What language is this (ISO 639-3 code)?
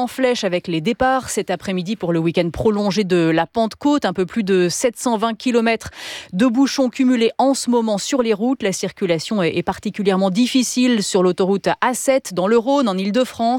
fra